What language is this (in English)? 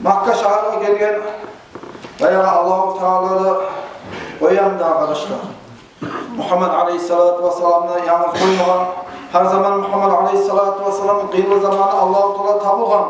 Kumyk